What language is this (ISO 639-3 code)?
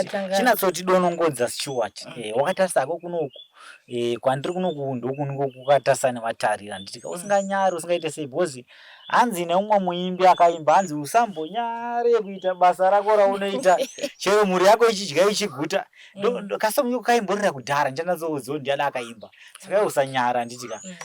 sna